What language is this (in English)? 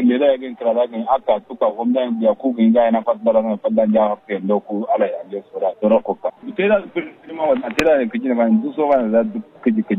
Kanuri